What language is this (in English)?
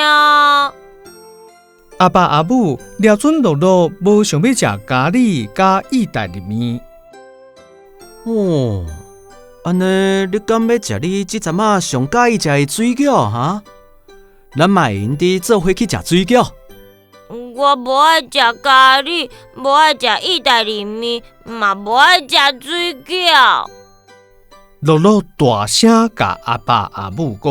Min Nan Chinese